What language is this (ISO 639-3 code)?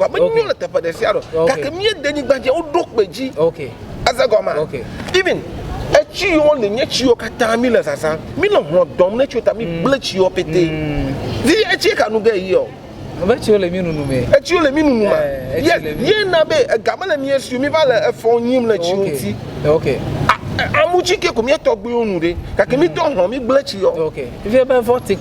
ewe